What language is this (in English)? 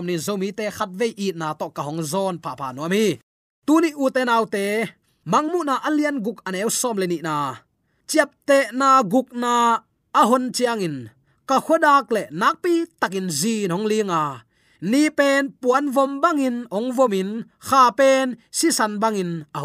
Tedim Chin